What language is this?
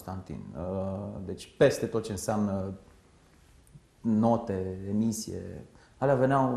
Romanian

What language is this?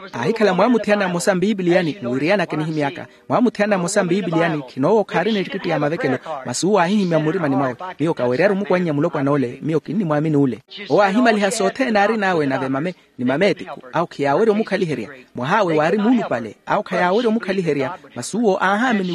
Makhuwa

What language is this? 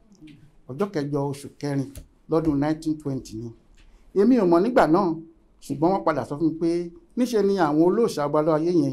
Yoruba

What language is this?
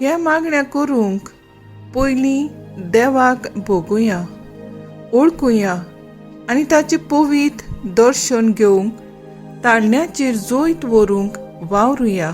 Konkani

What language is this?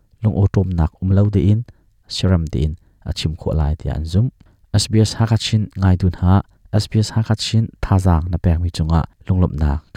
Hakha Chin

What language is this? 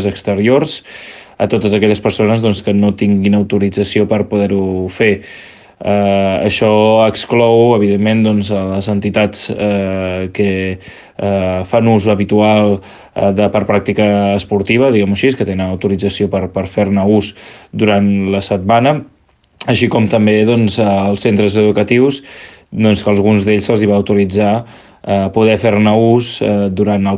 Catalan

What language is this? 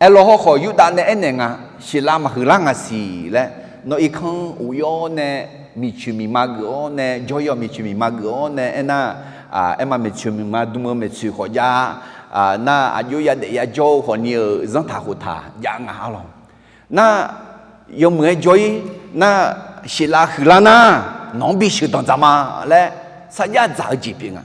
Akha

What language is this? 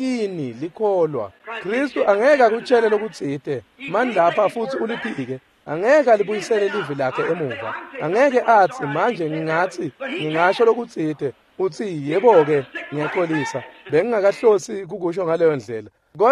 Swati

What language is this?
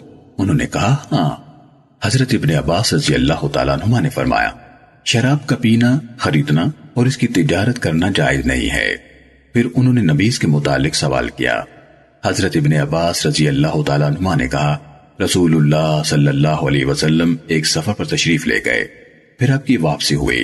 Urdu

